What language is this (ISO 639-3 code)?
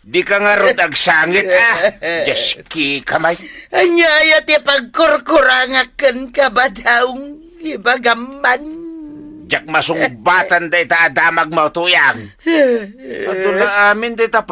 ilo